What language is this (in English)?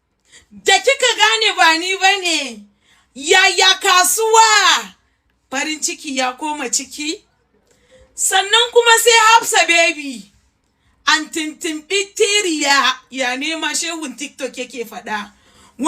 Hausa